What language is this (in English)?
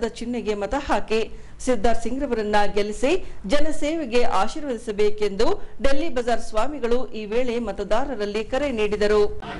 Kannada